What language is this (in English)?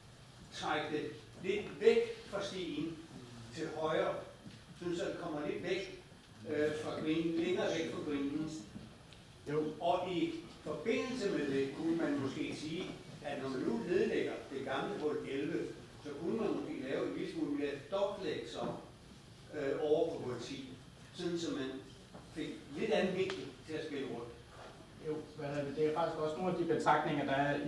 Danish